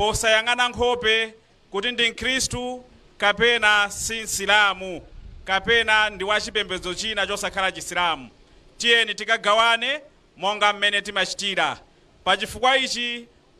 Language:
Nyanja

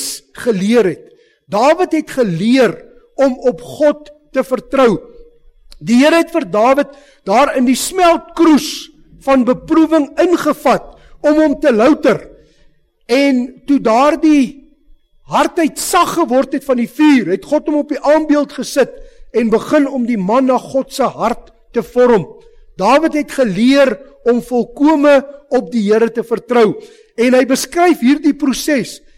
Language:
Afrikaans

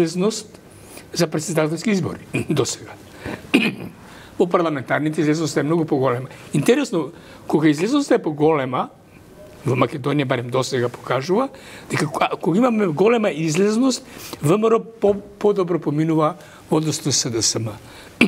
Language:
Macedonian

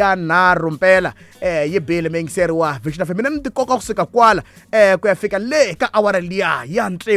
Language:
Tsonga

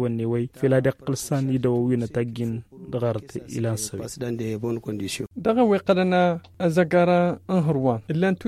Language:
Tamasheq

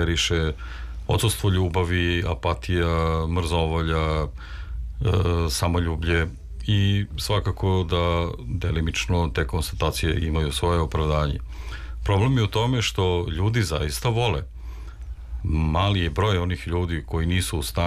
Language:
Serbian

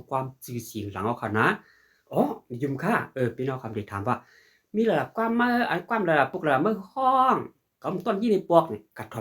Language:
Shan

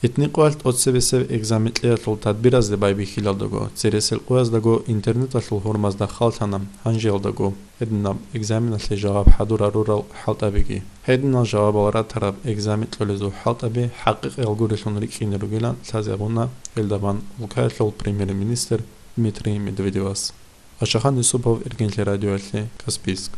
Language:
Avaric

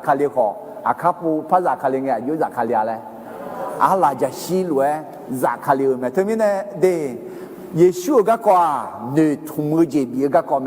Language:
Akha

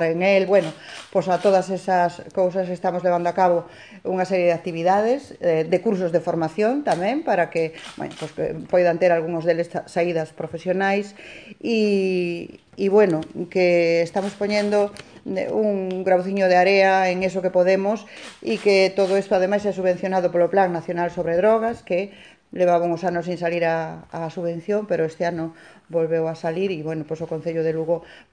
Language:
Galician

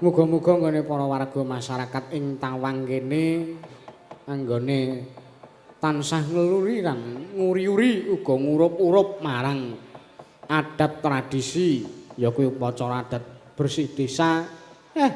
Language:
Javanese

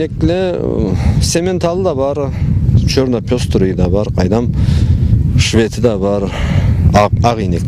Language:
Karachay-Balkar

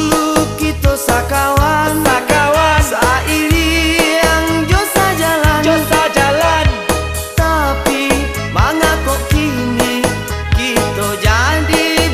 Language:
Minangkabau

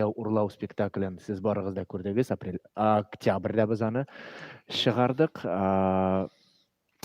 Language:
Tatar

